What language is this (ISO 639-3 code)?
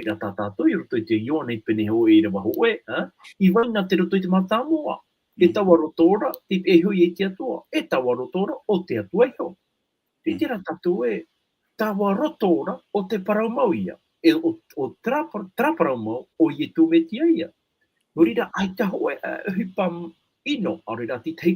tah